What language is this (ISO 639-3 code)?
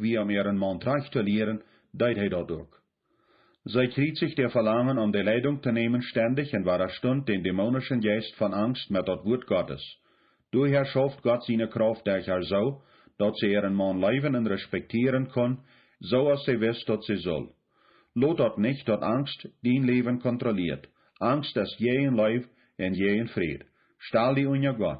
pdt